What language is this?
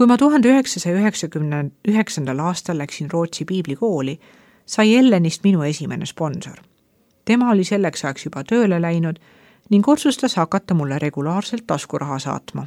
Estonian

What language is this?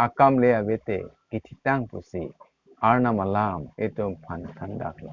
Karbi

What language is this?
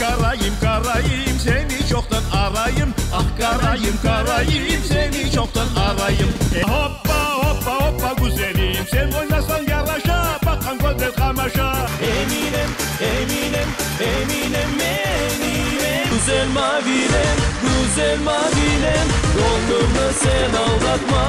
Crimean Tatar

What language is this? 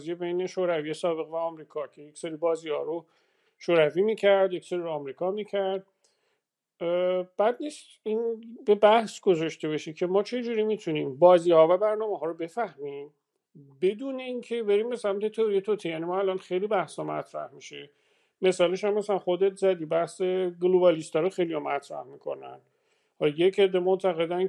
Persian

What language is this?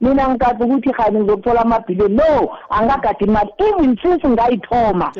South Ndebele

